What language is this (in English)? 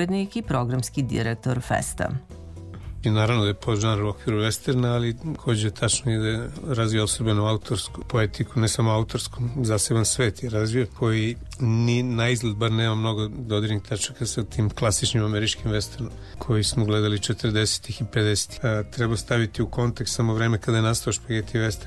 Serbian